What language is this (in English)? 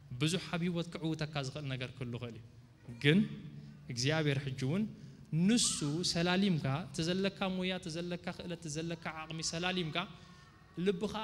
Tigrinya